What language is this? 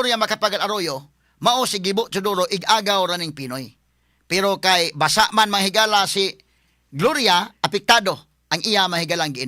Cebuano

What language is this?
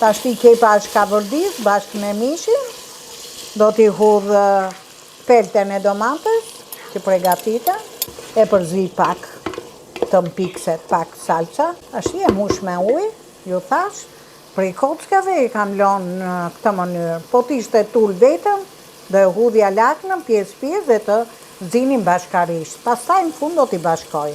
Albanian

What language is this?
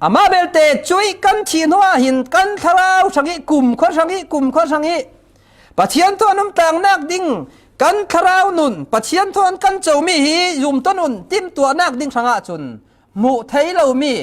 Falam Chin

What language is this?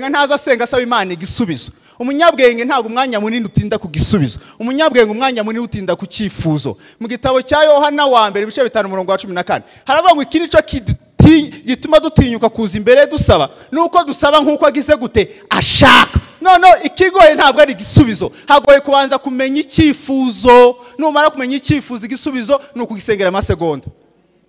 Kinyarwanda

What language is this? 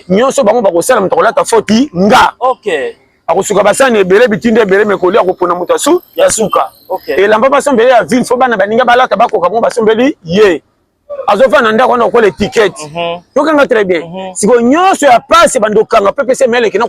Lingala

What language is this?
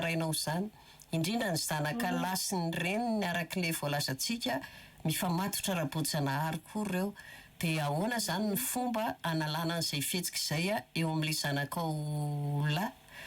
Malagasy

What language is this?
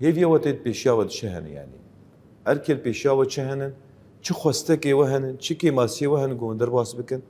Kurdish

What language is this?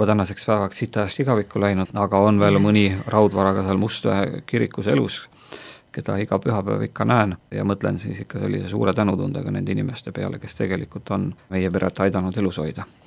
Estonian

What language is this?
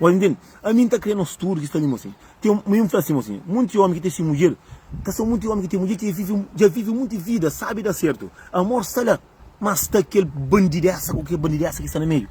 Kabuverdianu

